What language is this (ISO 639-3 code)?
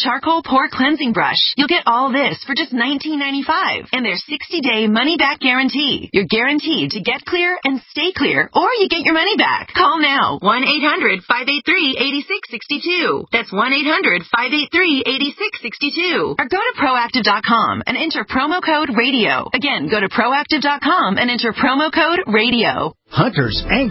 eng